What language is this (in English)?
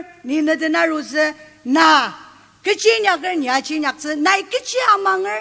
Ao Naga